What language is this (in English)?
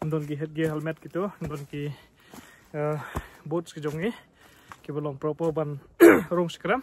Khasi